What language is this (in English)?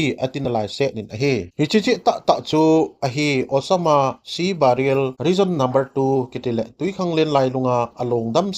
Thado Chin